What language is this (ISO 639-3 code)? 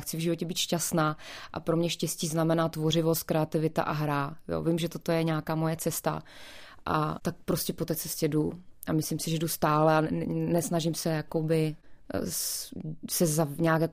ces